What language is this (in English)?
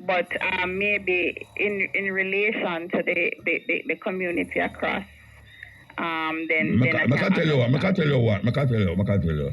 Jamaican Creole English